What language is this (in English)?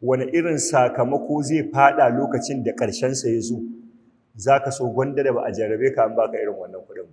Hausa